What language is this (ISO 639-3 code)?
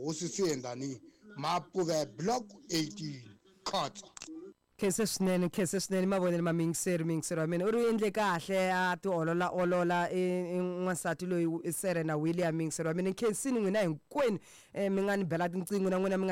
tso